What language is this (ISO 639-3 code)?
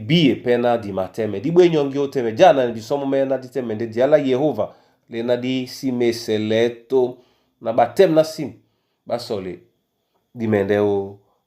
dua